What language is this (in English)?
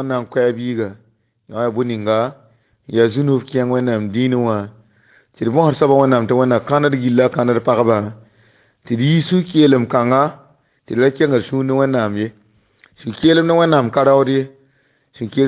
Mossi